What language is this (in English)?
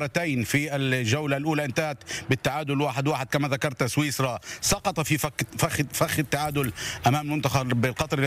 Arabic